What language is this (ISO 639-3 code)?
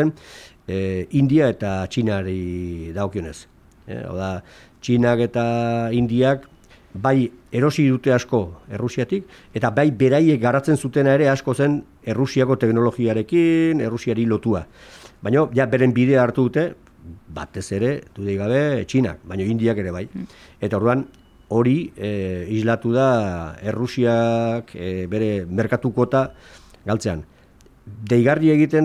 eus